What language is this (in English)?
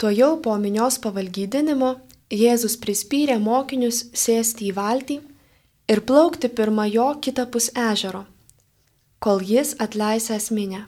Lithuanian